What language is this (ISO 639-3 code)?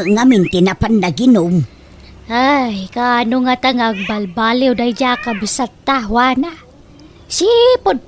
ilo